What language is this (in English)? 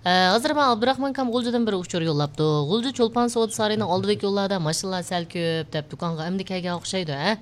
Uyghur